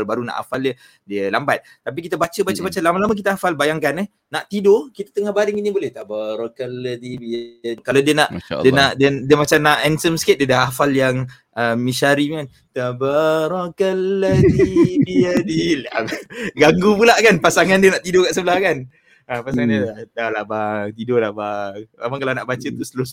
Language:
Malay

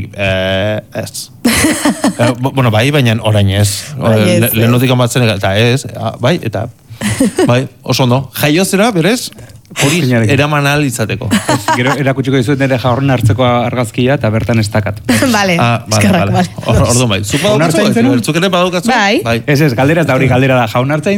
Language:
Basque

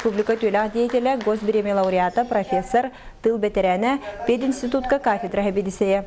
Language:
Yakut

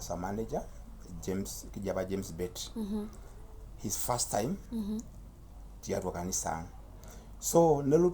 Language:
Masai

